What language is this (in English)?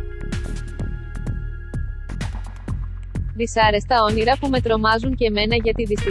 Greek